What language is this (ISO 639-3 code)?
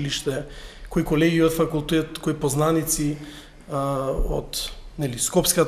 mkd